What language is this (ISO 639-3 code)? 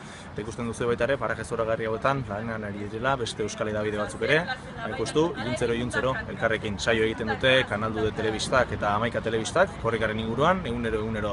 eus